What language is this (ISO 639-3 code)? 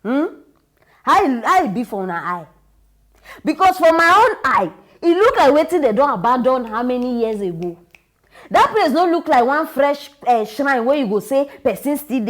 pcm